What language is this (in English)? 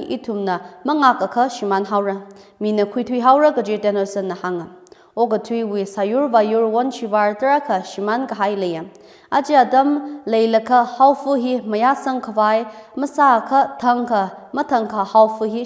Tangkhul Naga (India)